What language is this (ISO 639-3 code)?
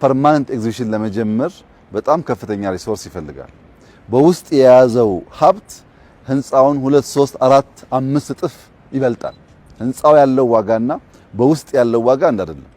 amh